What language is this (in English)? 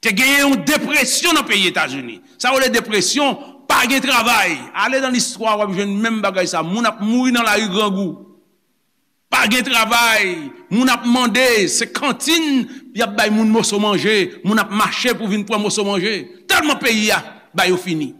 Haitian Creole